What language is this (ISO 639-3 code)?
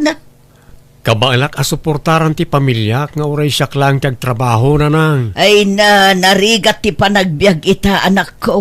ilo